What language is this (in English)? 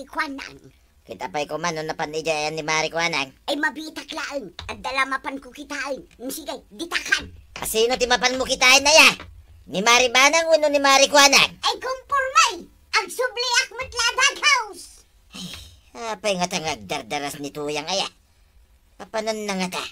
Iloko